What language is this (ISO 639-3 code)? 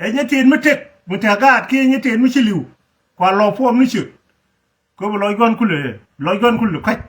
nus